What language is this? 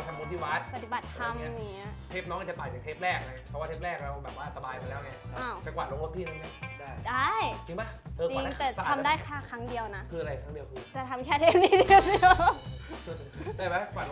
Thai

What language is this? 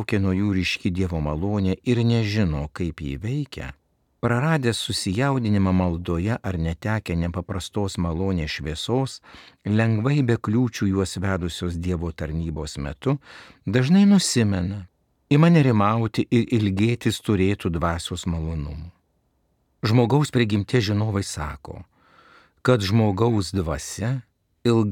Lithuanian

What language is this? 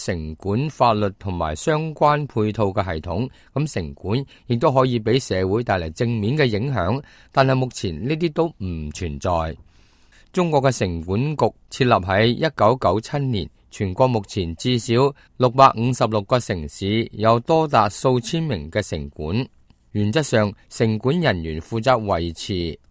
Cantonese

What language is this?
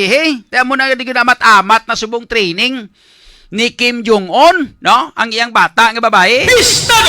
Hiligaynon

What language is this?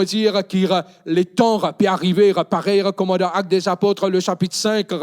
Morisyen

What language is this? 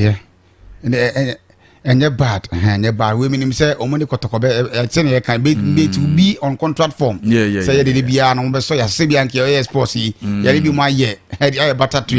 Akan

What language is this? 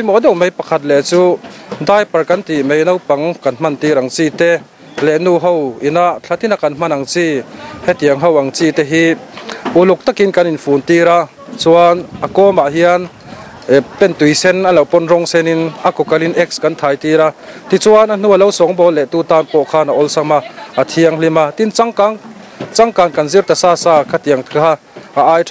Mizo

